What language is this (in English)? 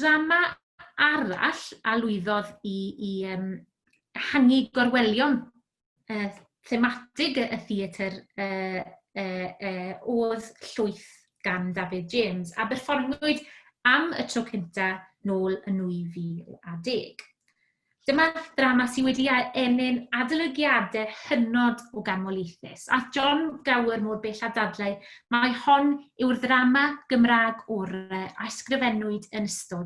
Welsh